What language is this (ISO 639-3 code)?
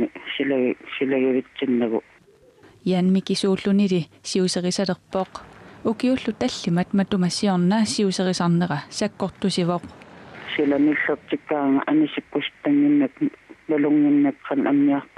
kal